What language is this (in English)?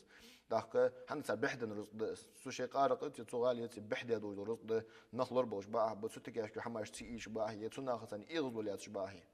Ingush